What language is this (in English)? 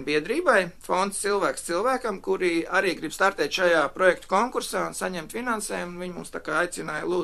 Latvian